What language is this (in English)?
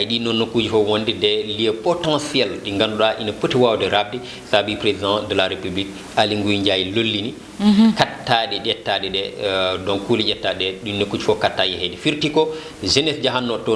Fula